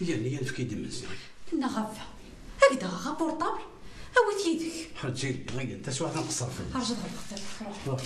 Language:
Kabyle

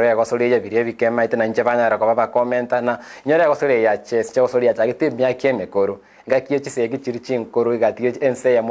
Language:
Gusii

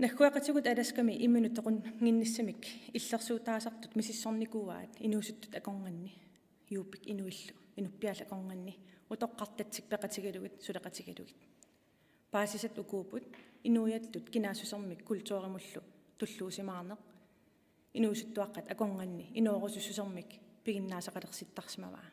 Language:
Kalaallisut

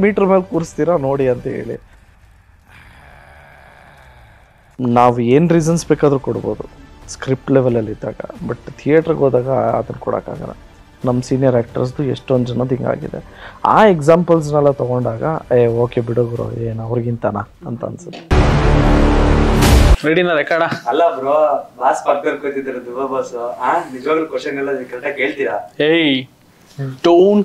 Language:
Kannada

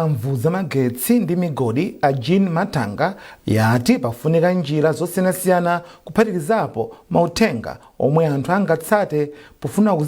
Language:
Nyanja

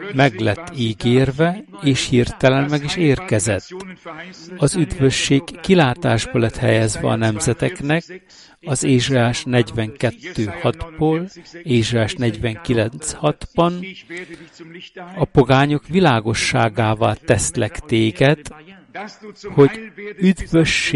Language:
Hungarian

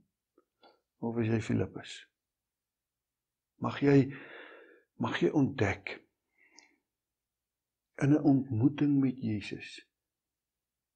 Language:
Afrikaans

